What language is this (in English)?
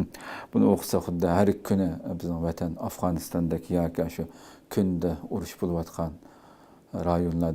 Uyghur